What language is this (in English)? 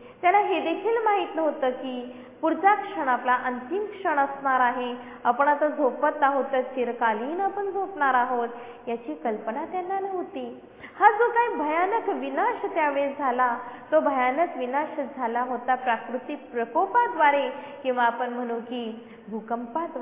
Marathi